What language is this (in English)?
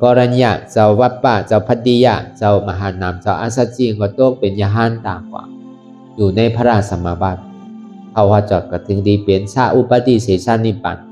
Shan